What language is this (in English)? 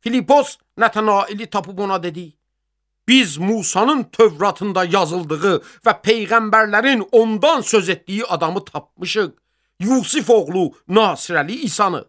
Azerbaijani